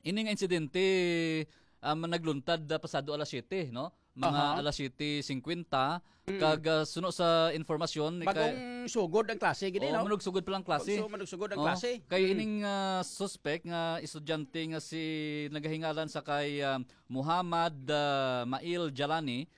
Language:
Hiligaynon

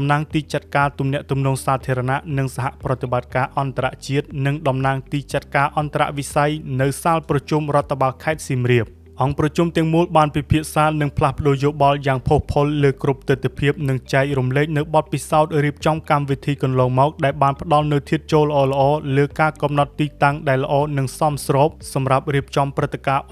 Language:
Khmer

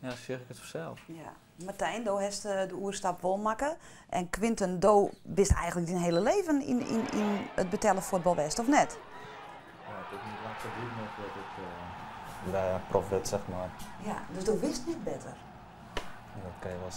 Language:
Western Frisian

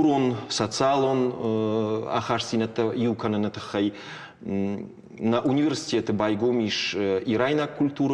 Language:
Ossetic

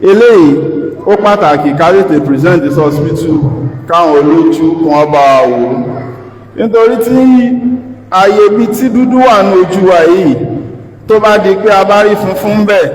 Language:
Yoruba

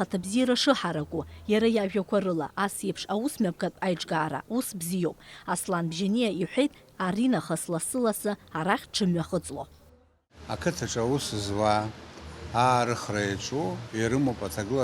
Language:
Abkhazian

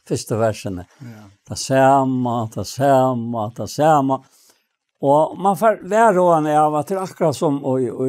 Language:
Faroese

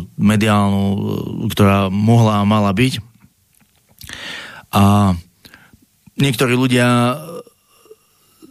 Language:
Slovak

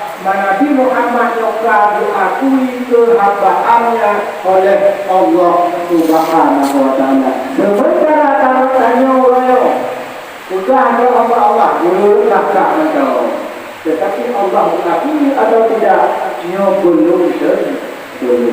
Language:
Achinese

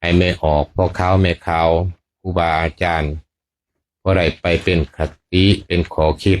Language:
Lao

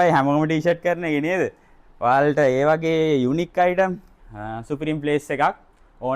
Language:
Sinhala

